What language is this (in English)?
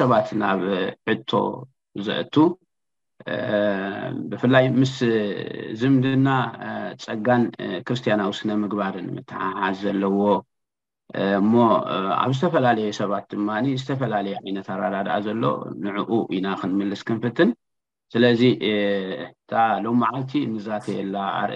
Tigrinya